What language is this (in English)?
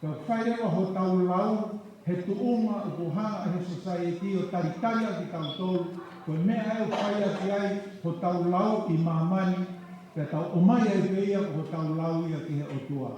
Tongan